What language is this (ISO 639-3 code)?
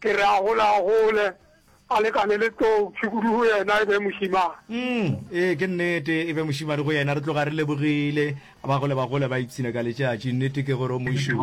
nso